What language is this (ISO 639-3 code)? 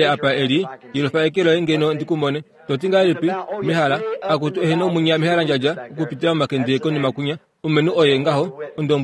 kua